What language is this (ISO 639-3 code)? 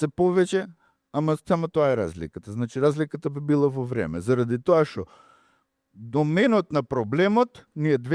mkd